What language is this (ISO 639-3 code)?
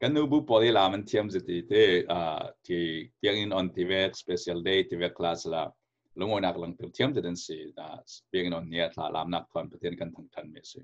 cfm